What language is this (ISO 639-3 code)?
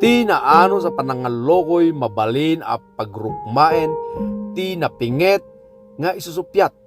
ilo